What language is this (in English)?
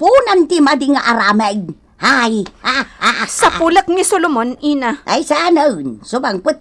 Iloko